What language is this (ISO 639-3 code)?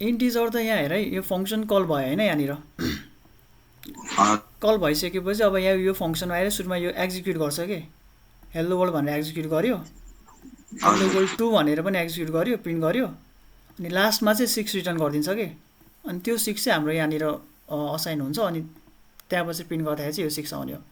nep